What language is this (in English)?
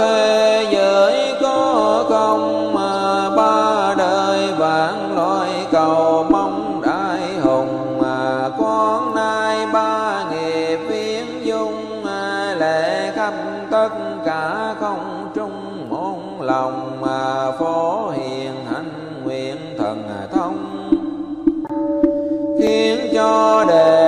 Vietnamese